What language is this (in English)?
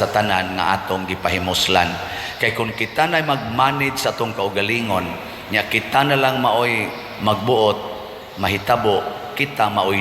Cebuano